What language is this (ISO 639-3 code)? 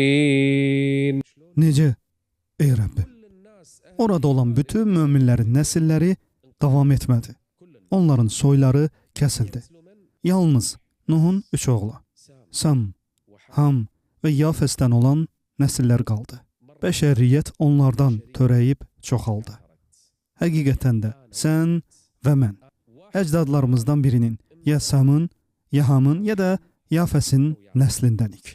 aze